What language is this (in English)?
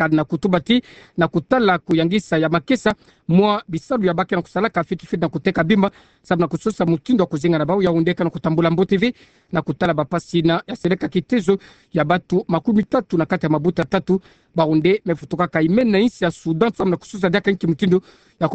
Kituba (Democratic Republic of Congo)